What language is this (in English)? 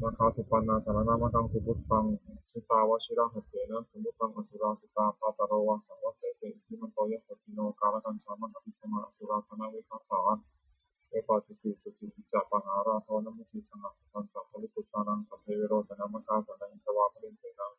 Pali